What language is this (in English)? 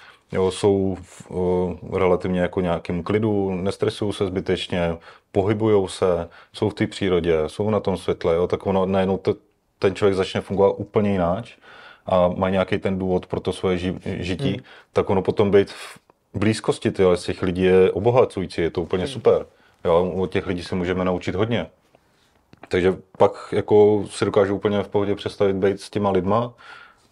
Czech